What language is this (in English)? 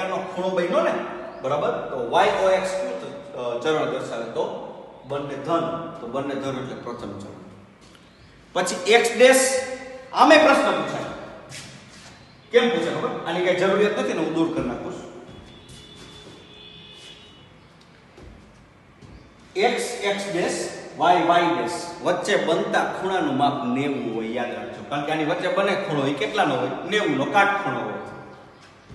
Gujarati